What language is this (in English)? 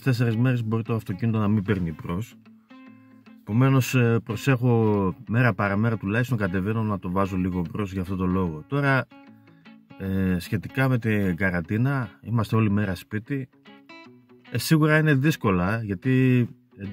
Greek